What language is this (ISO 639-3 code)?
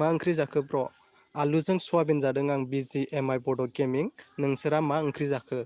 brx